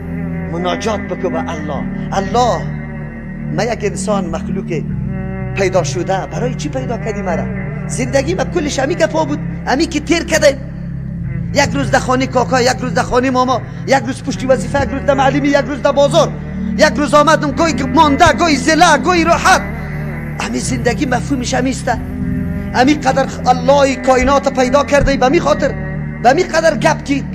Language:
Persian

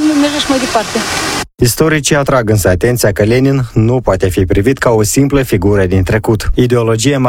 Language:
Romanian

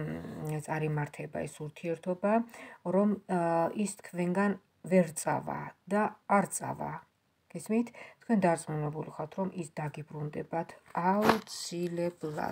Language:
Georgian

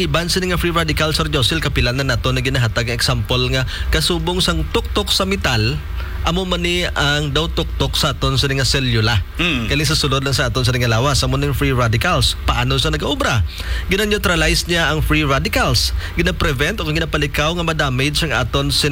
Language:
Hiligaynon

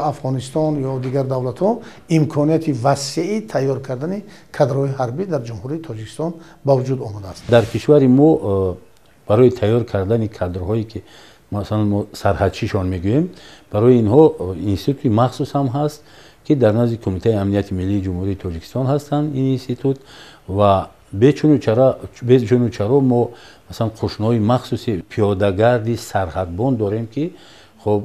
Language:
Tajik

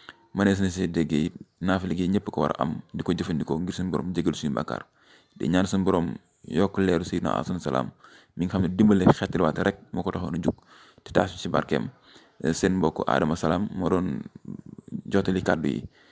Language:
Wolof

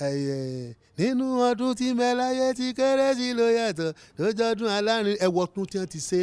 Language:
Yoruba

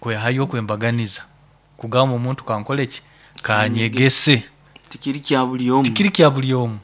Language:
Nyoro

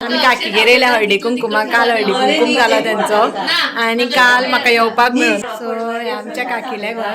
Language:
Konkani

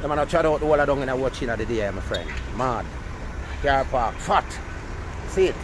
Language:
Jamaican Creole English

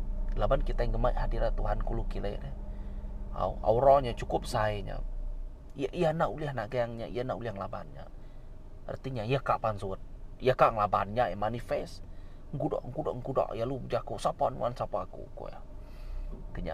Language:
Iban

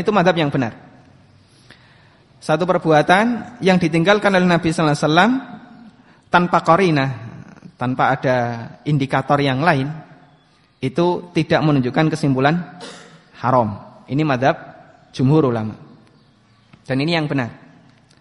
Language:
Indonesian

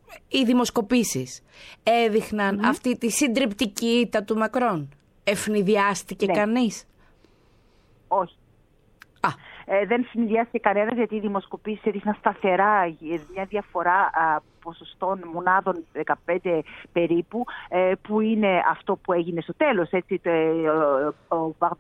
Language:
Greek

